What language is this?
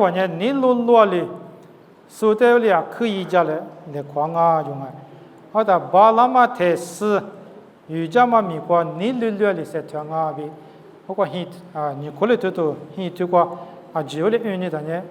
Lisu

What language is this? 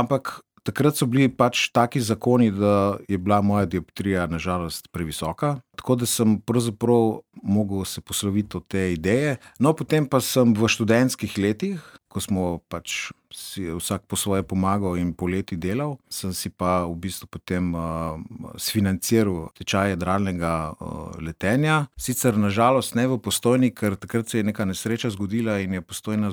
Slovenian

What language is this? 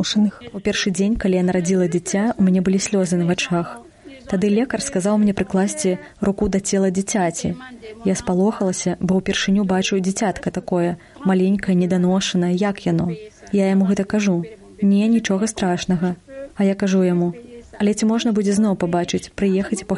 Belarusian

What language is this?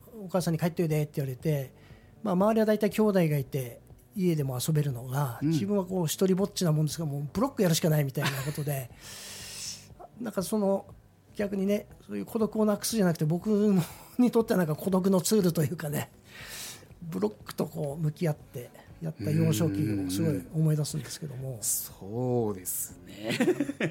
Japanese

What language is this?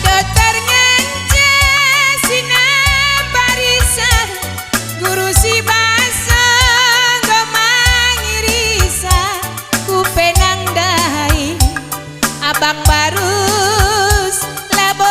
Batak Karo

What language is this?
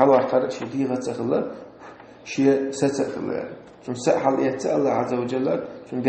Chechen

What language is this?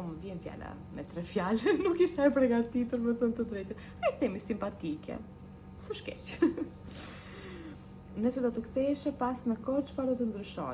Albanian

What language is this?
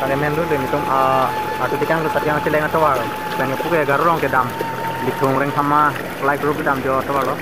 Karbi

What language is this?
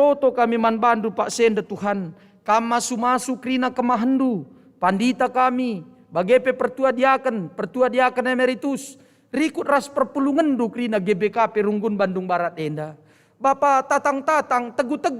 Batak Karo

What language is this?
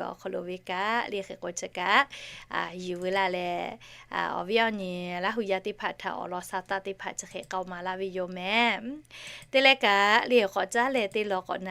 Lahu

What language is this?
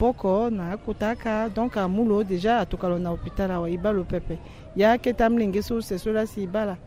Sango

